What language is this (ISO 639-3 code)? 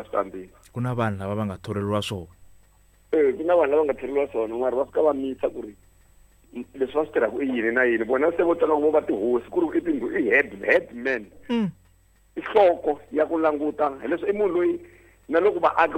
tso